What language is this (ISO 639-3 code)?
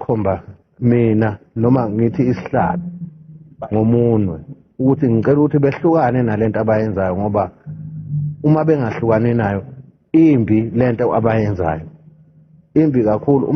zul